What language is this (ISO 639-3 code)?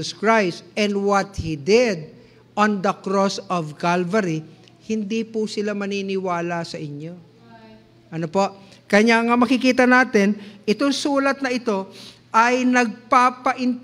fil